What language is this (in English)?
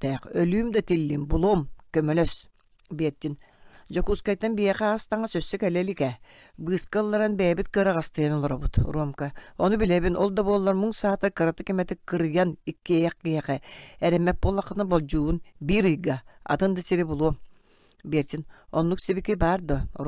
Yakut